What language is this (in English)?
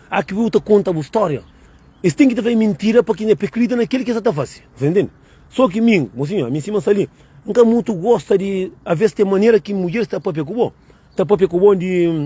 Kabuverdianu